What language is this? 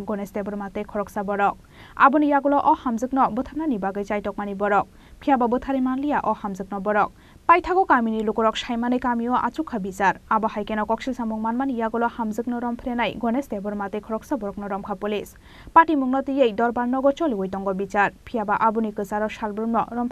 Kok Borok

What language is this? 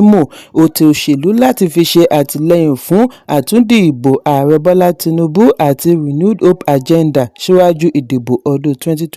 Yoruba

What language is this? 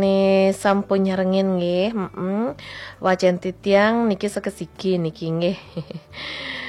Balinese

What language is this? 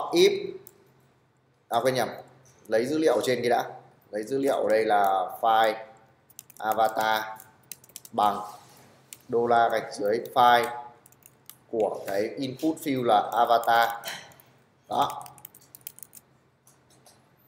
Vietnamese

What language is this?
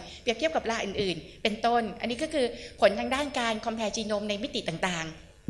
Thai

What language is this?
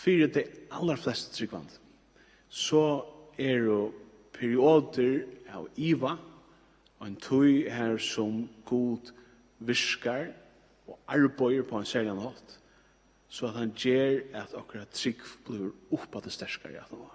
Faroese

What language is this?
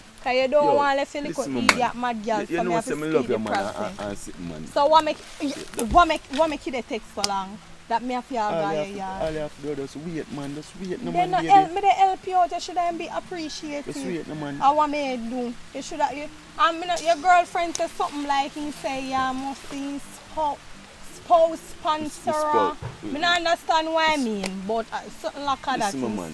Jamaican Creole English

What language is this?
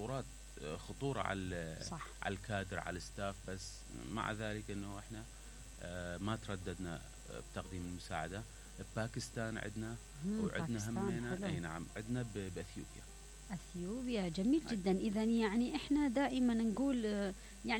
Mesopotamian Arabic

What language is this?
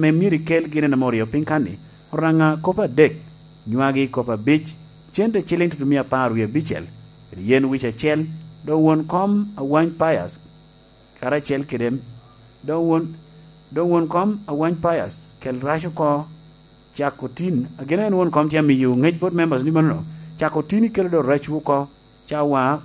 Lango (Uganda)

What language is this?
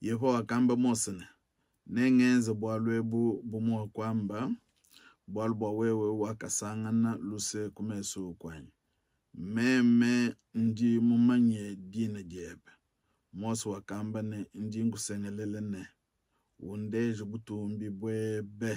Luba-Lulua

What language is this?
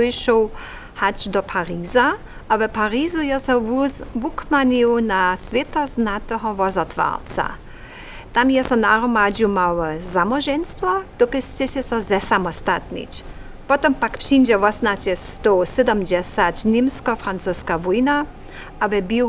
Upper Sorbian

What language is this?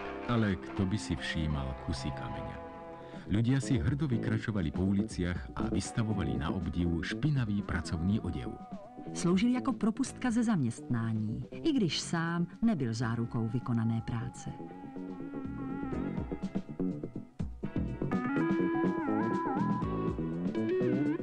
Slovak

